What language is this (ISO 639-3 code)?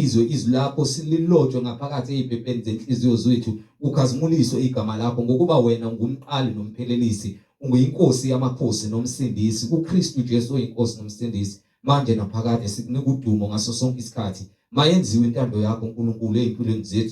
zul